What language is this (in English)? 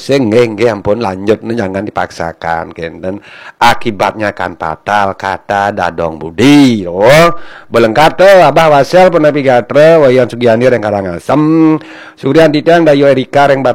Balinese